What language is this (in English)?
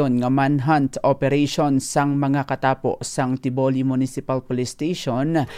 Hiligaynon